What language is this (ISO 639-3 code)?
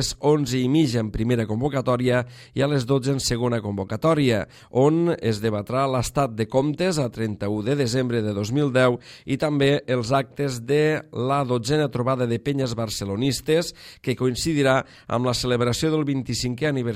cat